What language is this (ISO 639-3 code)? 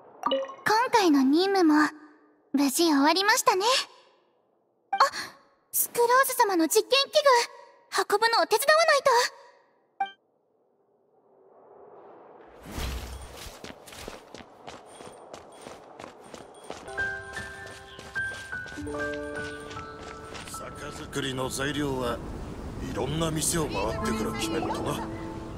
jpn